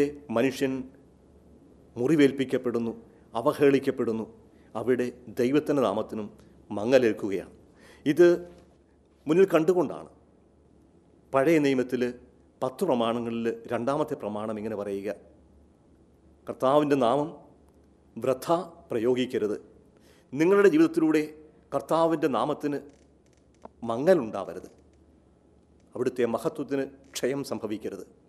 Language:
Malayalam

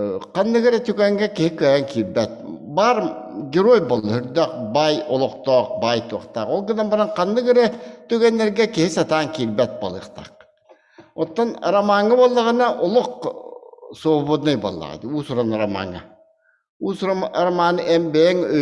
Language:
Yakut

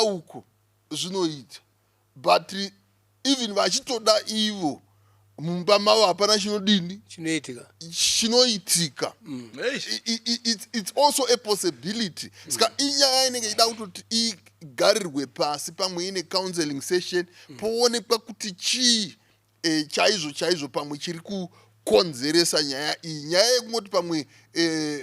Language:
Shona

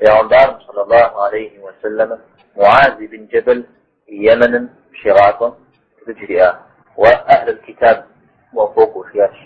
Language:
Kabardian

